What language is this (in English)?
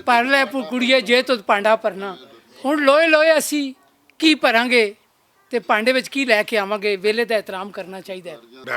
Western Panjabi